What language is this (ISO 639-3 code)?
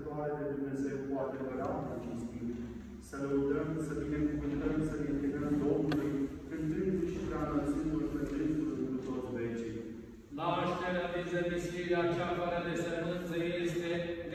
ron